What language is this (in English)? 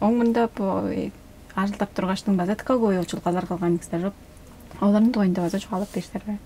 Tuvinian